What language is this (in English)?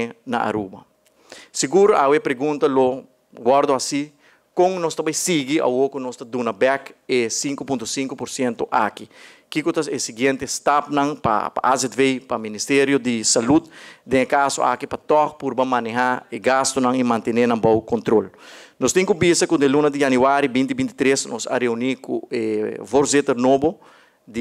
Papiamento